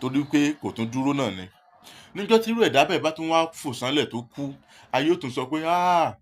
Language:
Yoruba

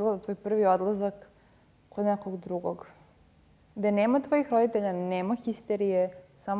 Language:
Serbian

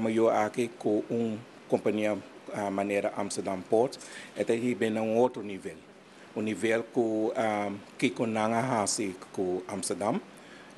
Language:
Papiamento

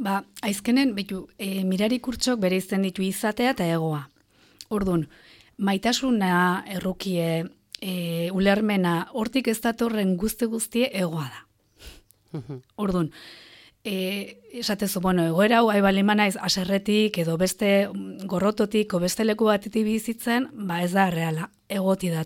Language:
Basque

